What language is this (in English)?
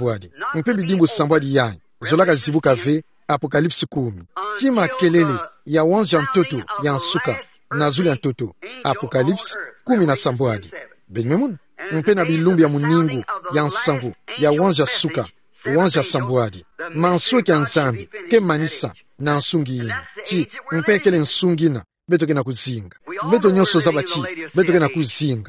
Kituba (Democratic Republic of Congo)